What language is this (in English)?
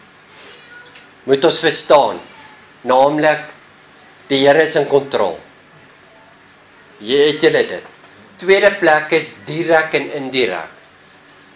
Afrikaans